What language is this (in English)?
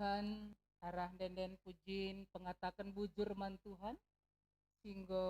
Batak Karo